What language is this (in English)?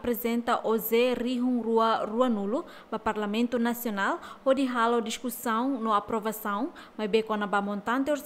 Tetum